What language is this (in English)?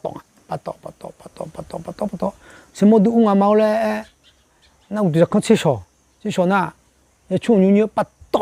Akha